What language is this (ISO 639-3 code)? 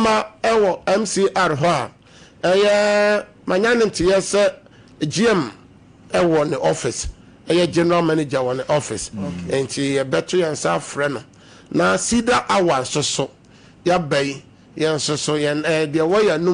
aka